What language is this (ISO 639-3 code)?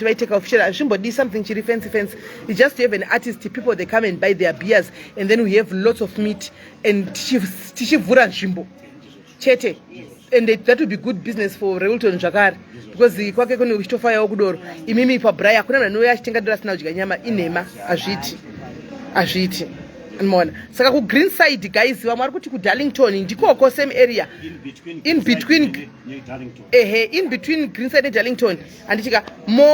sna